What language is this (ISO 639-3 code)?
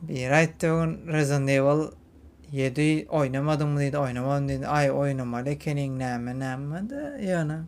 tuk